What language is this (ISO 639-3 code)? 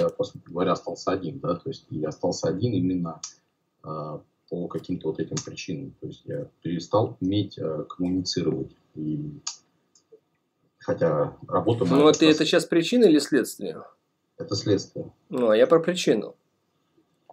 rus